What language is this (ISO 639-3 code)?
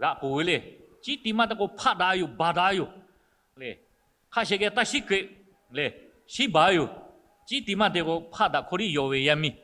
lhu